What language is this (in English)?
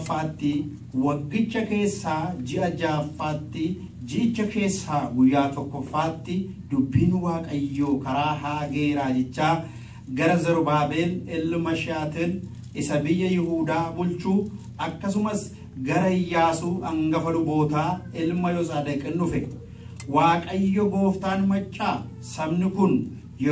Oromo